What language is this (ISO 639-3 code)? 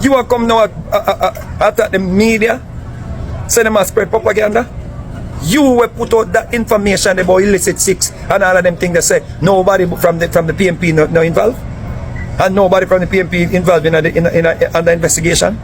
jam